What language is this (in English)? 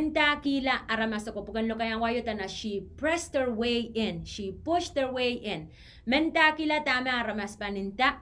Pohnpeian